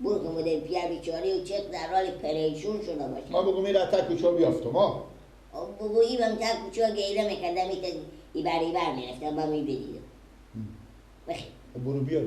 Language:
Persian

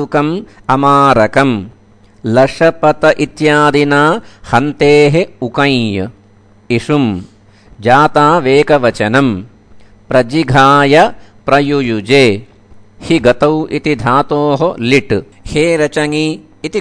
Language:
Sanskrit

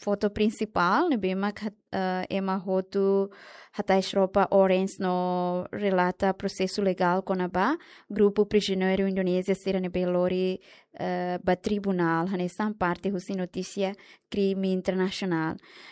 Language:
Tetum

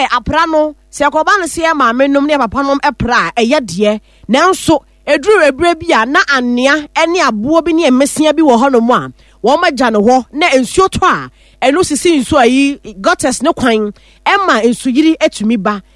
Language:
Akan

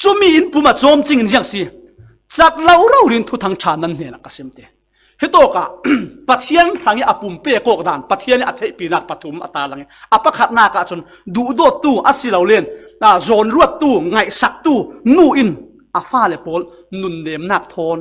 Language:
Falam Chin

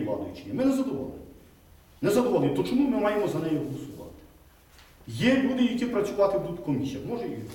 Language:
Ukrainian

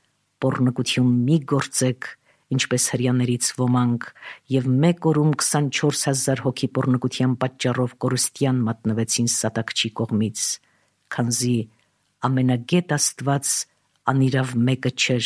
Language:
Armenian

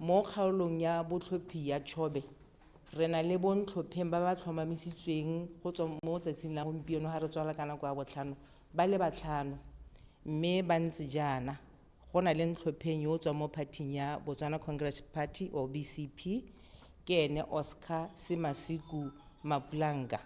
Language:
Tswana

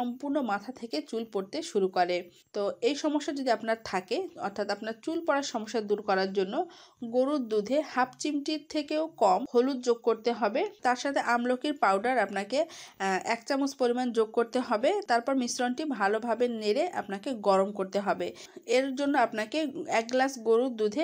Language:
Bangla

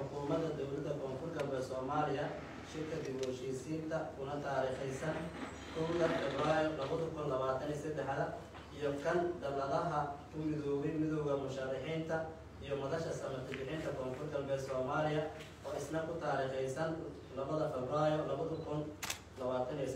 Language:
Somali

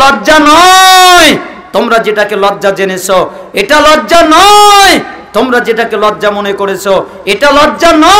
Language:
Bangla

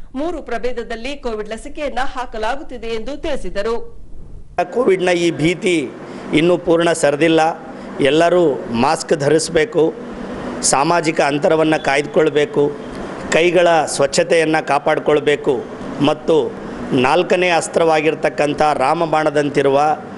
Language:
Kannada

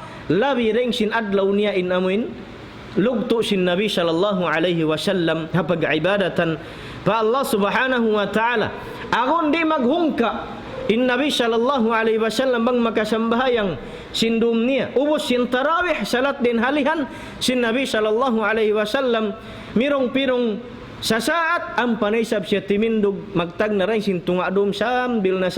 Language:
Tausug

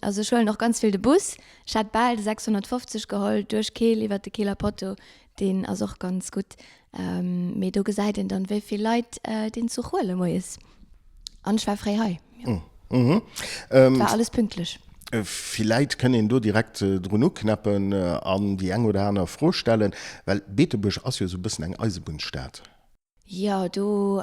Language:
Luxembourgish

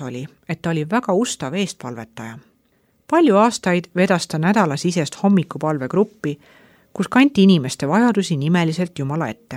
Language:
Estonian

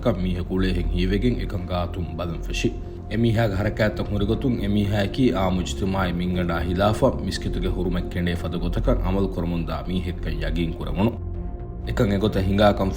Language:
Divehi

